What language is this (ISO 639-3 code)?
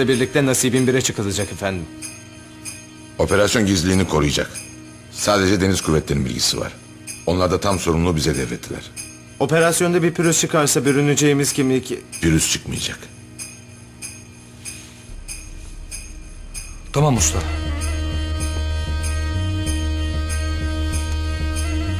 tur